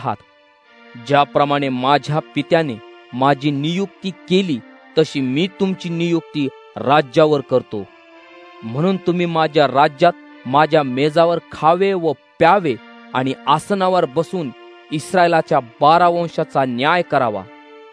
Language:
Marathi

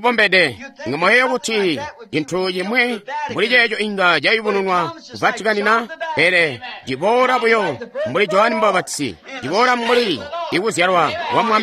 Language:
Tonga (Zambia)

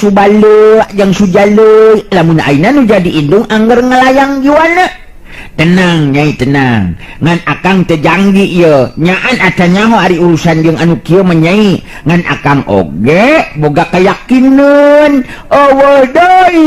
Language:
Sundanese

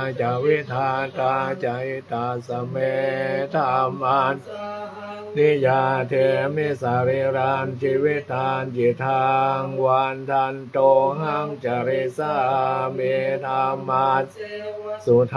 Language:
Pali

